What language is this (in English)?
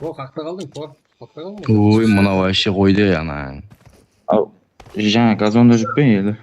Kara-Kalpak